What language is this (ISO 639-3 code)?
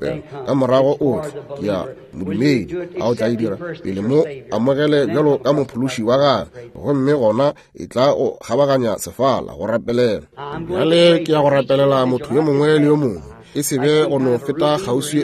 nso